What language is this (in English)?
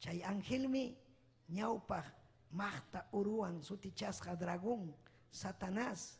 Ayacucho Quechua